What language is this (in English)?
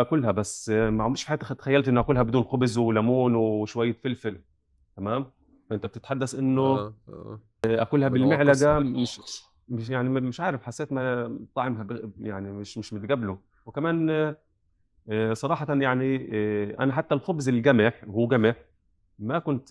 North Levantine Arabic